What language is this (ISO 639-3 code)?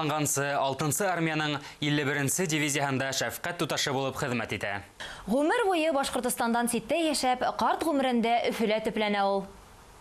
bak